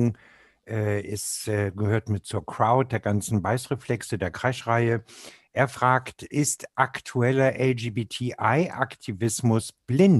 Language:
German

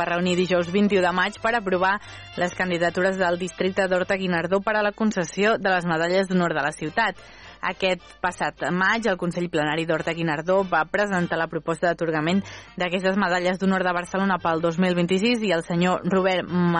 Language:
Catalan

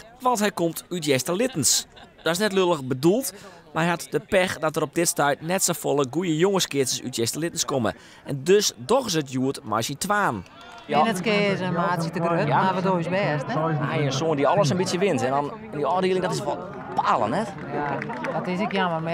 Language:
Western Frisian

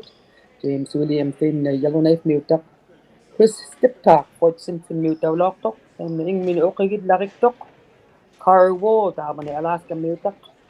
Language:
Inuktitut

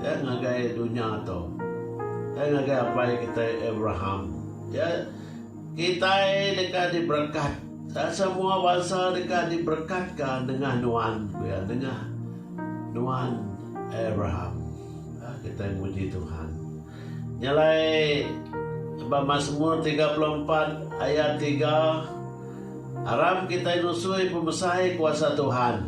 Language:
Iban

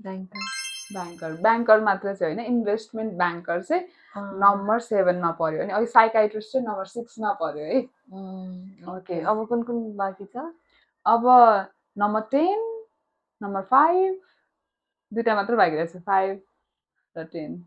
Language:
Nepali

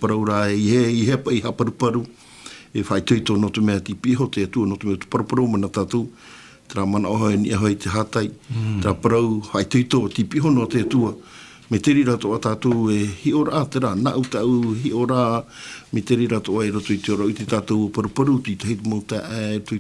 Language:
Tahitian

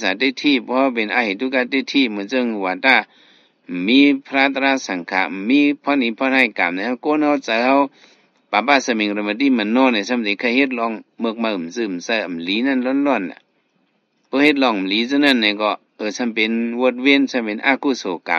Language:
Shan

